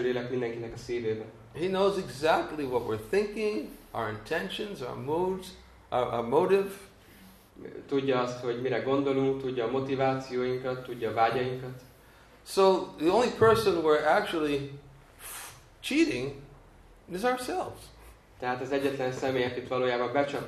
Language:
Hungarian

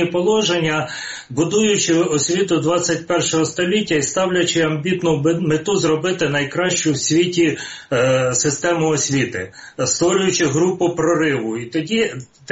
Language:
Ukrainian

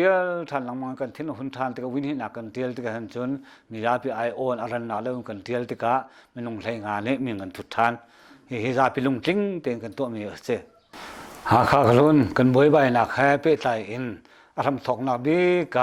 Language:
Hakha Chin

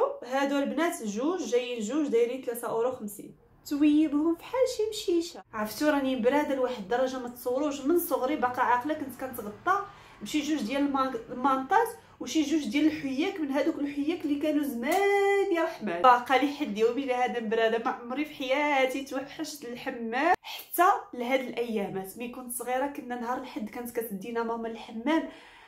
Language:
Moroccan Arabic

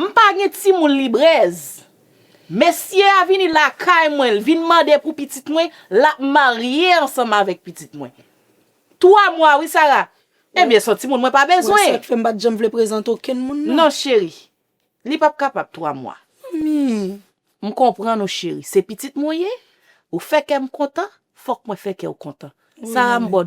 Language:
Haitian Creole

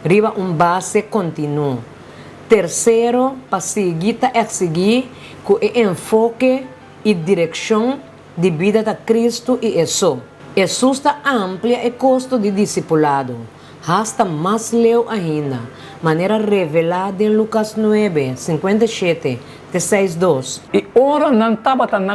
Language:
Papiamento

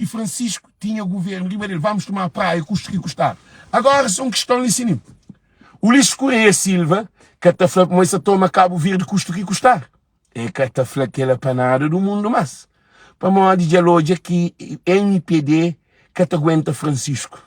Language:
Kabuverdianu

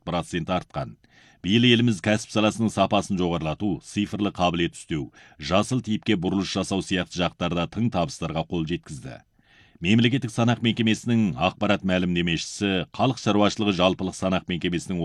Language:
Kazakh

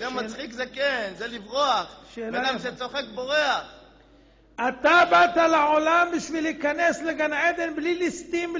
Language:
Hebrew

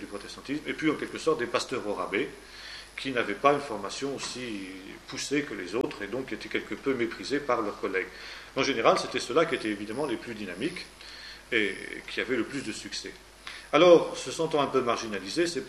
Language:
French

